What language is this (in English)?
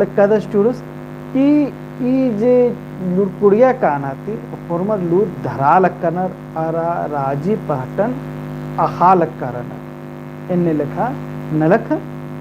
Kurukh